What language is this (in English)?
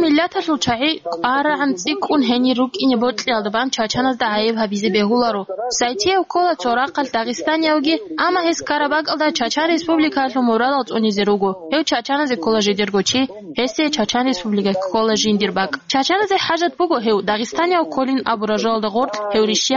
Avaric